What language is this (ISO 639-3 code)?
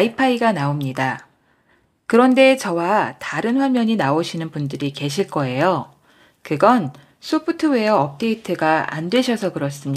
kor